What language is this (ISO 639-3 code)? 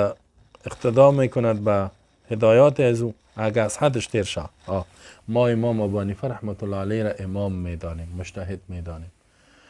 fas